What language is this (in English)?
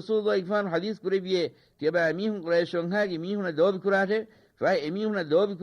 Divehi